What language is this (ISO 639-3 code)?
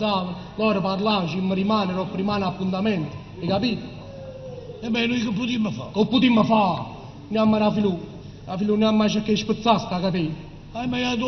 nap